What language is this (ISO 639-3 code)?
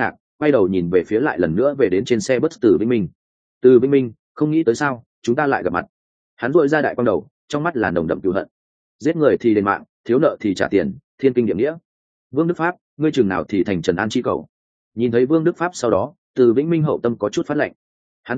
vie